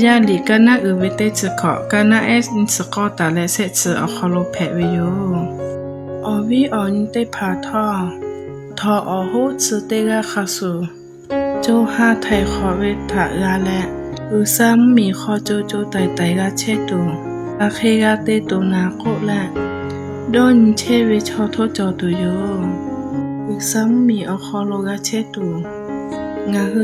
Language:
Lahu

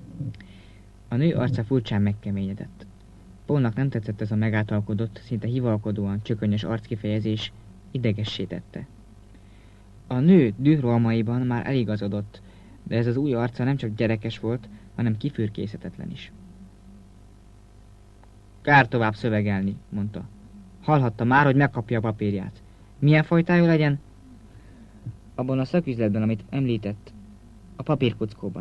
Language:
Hungarian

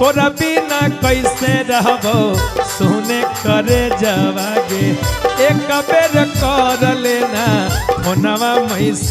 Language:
Magahi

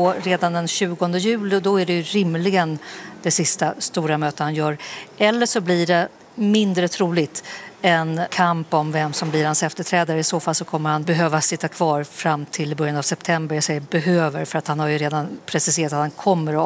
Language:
Swedish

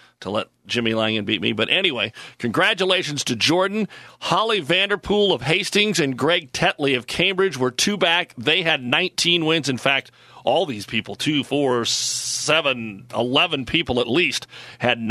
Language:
English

